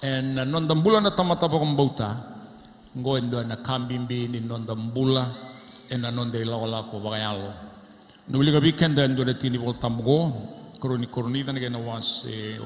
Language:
Fijian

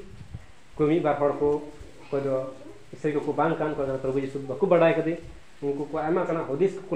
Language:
Santali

